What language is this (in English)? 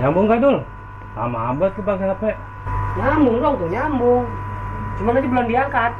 Betawi